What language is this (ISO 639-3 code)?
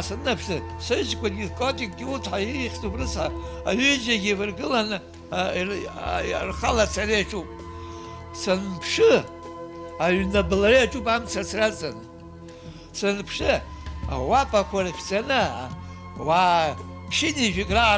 abk